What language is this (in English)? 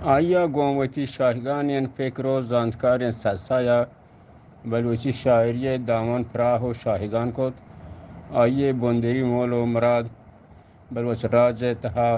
Eastern Balochi